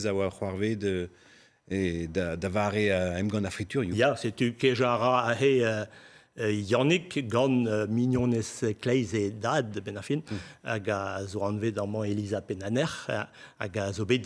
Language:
Breton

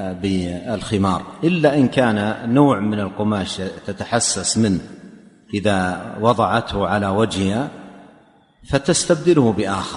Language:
Arabic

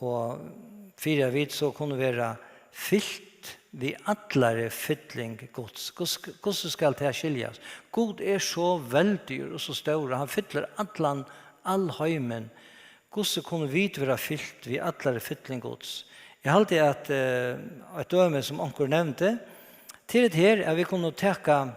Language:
Faroese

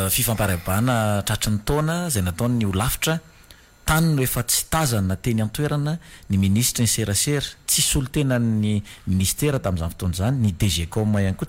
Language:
Malagasy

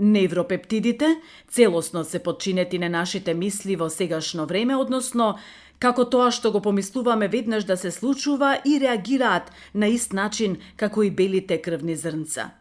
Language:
Macedonian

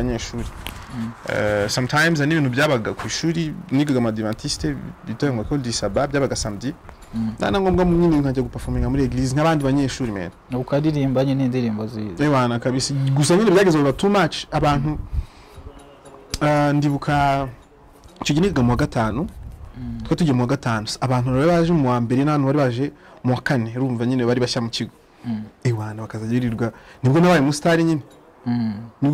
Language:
Kinyarwanda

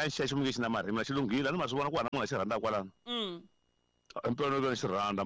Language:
Tsonga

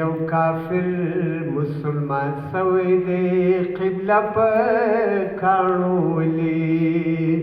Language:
Pashto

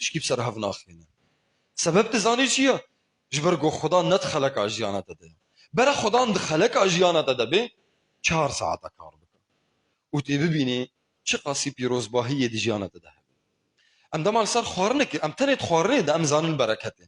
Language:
Kurdish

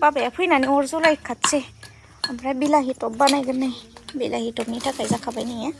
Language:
Bodo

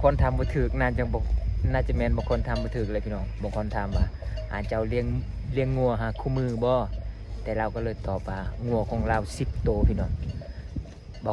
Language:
Lao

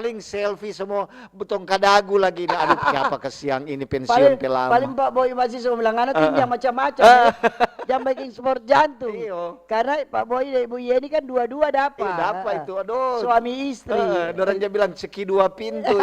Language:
Manado Malay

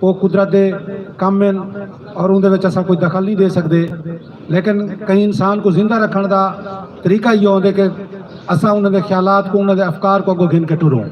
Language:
Saraiki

